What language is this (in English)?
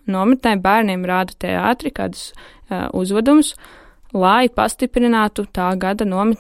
Latvian